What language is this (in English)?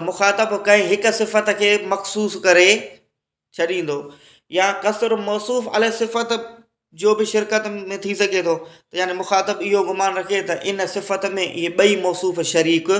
Sindhi